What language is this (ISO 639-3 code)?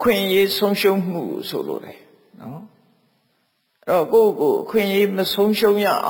mya